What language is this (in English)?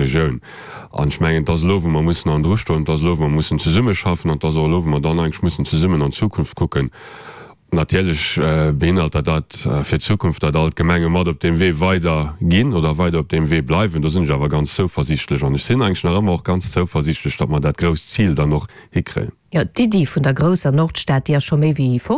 Luxembourgish